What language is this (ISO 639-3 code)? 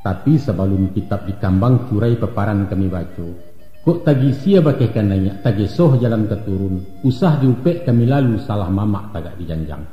min